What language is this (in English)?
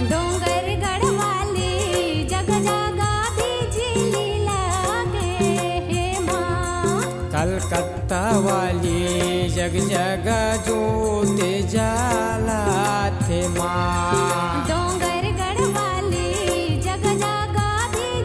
Chhattisgarhi